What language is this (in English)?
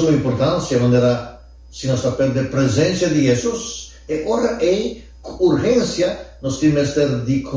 Papiamento